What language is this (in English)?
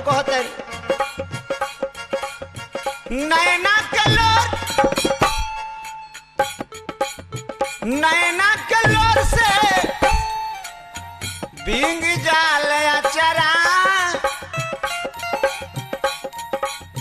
Bhojpuri